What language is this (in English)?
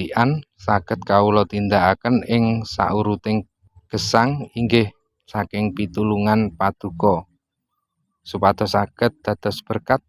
Javanese